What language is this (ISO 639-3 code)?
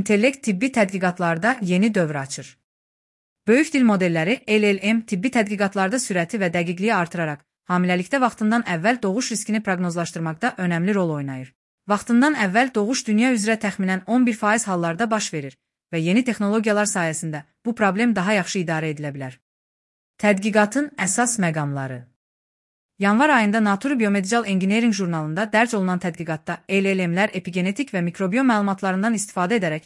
aze